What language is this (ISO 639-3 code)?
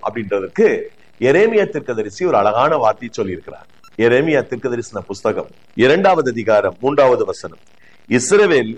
tam